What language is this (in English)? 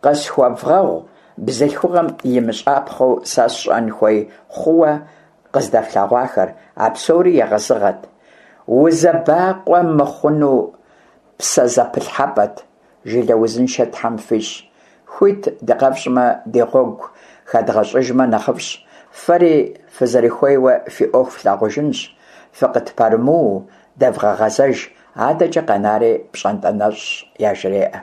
Kabardian